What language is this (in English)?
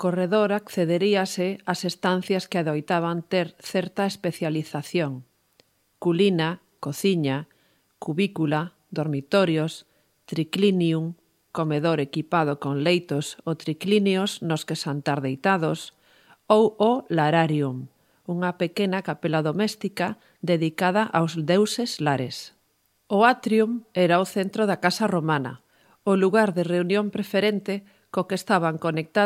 Galician